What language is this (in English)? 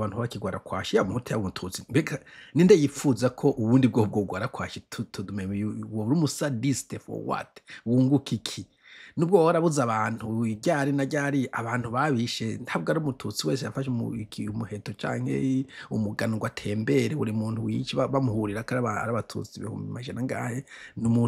Rundi